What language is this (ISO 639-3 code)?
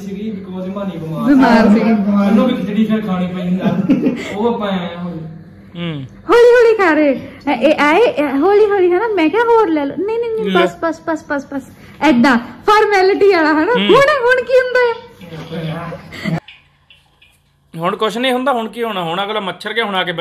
pan